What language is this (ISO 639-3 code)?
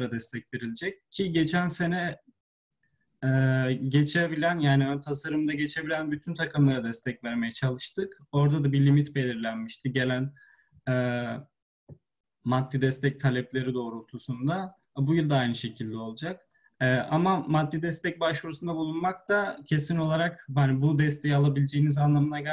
tur